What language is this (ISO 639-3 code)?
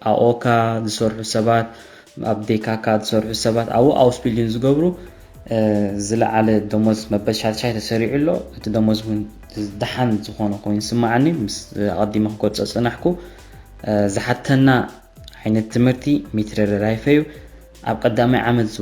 tir